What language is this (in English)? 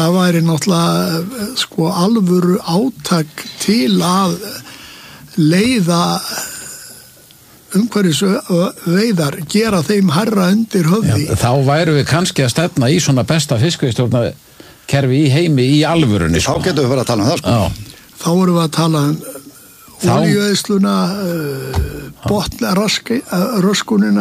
Icelandic